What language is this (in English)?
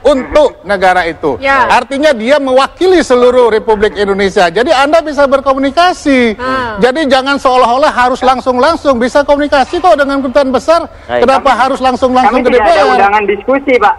Indonesian